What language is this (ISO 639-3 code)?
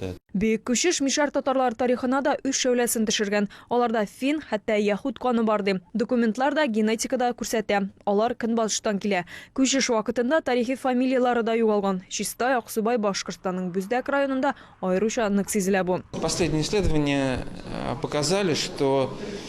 tat